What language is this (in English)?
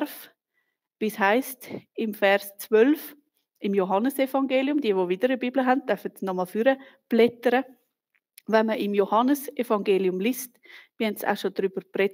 Swiss German